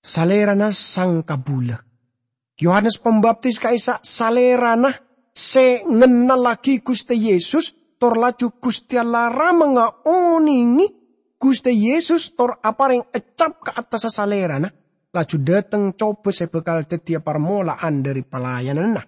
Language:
Madurese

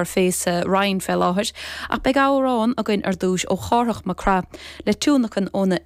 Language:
Irish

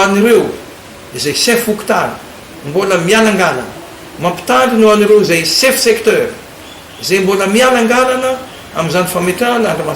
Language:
Malagasy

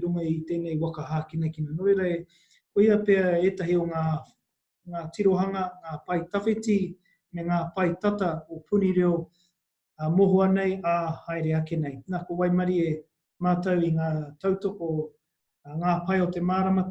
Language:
Māori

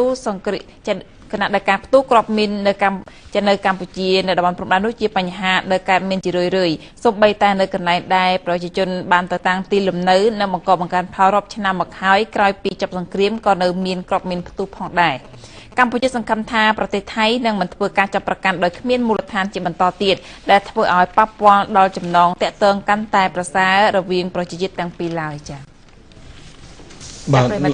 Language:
Khmer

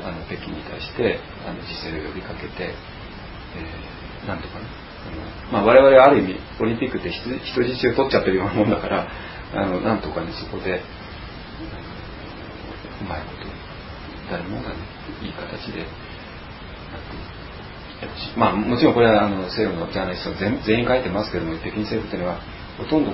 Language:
Japanese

